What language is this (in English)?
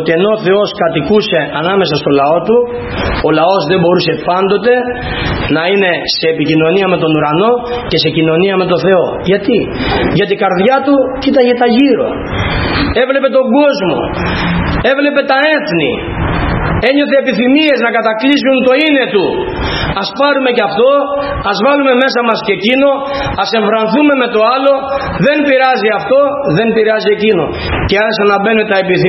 Greek